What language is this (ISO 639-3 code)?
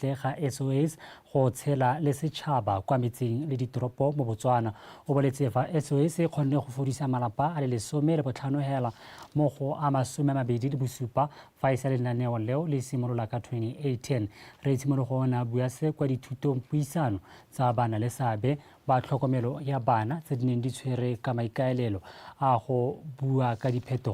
tsn